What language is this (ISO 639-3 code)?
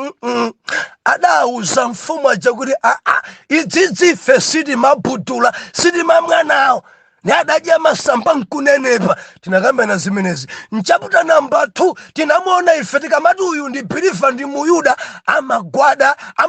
nya